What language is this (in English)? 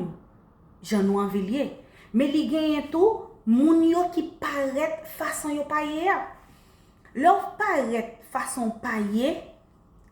Haitian Creole